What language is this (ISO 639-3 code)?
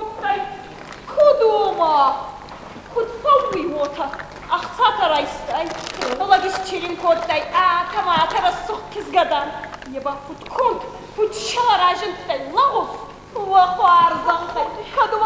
oss